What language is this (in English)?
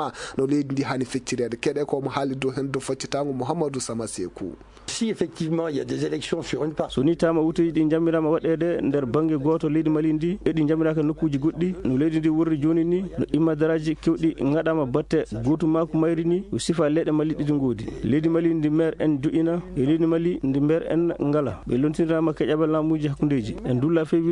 Fula